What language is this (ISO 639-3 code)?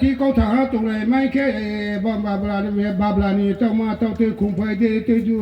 ria